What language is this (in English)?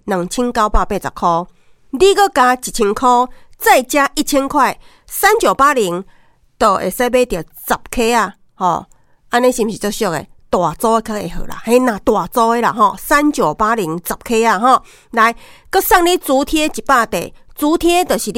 Min Nan Chinese